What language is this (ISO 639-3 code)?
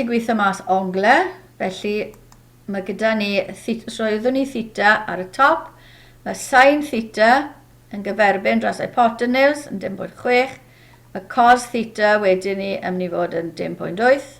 cym